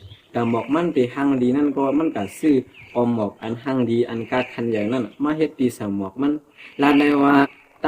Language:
Shan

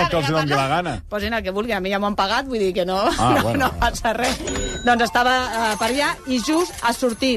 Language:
Catalan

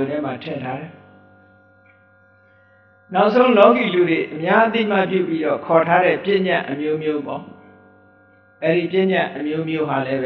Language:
Burmese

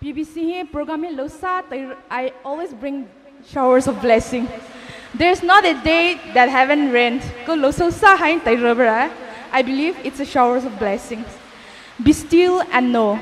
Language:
Poumei Naga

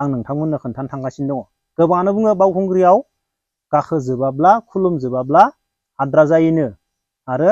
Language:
Bodo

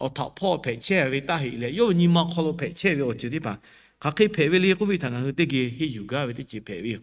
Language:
Lahu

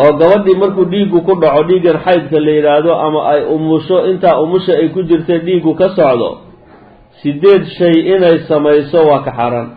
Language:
Somali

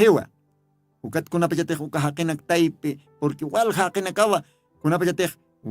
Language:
Aymara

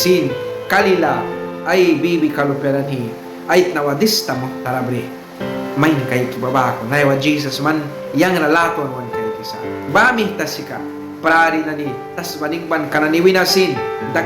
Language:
Mískito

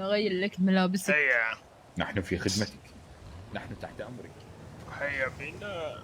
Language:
Mesopotamian Arabic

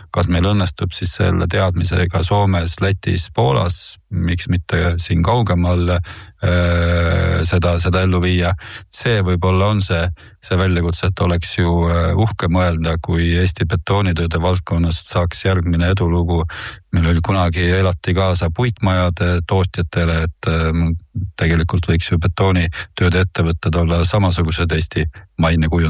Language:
Estonian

